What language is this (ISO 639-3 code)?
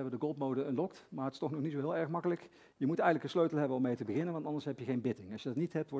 nld